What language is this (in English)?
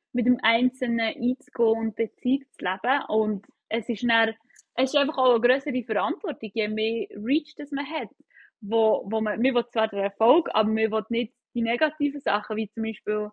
Swiss German